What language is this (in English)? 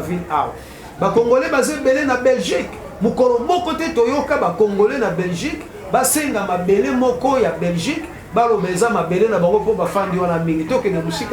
Lingala